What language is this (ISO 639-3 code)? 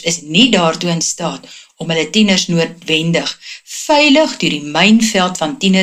afr